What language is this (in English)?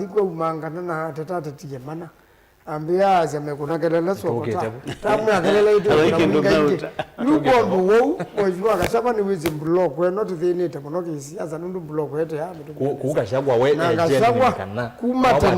Kamba